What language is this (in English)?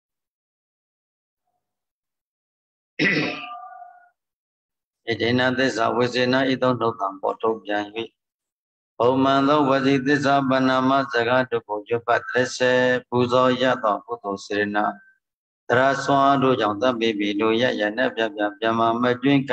Burmese